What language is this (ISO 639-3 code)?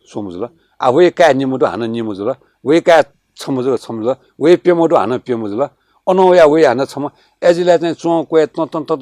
new